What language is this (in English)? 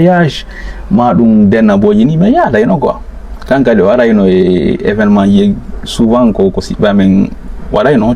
Fula